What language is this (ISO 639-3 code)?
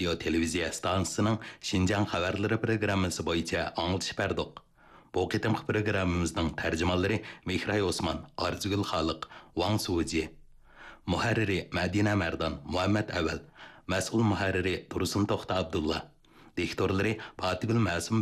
uig